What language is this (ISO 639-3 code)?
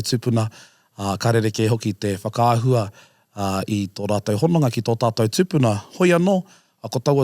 mri